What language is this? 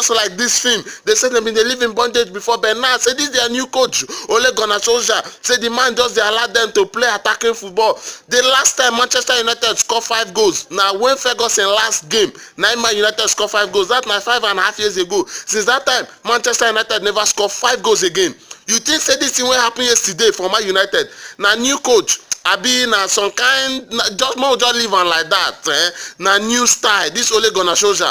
Nigerian Pidgin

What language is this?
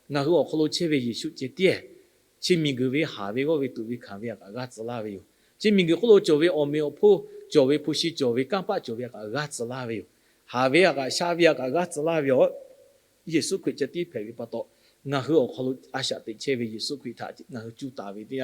Lahu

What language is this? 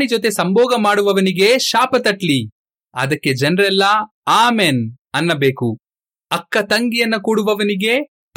Kannada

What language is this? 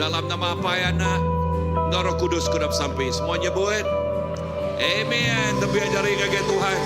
Iban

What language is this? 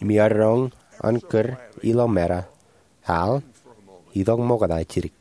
Marshallese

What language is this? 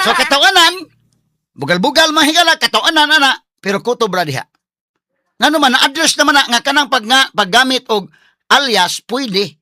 Cebuano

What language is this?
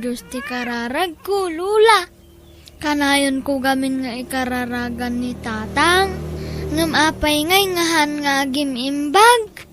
Iloko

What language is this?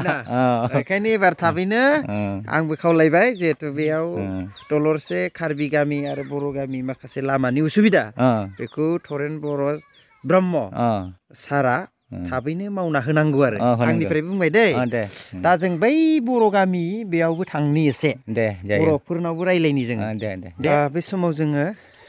Bodo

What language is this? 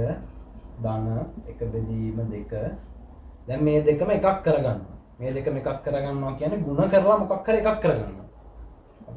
Sinhala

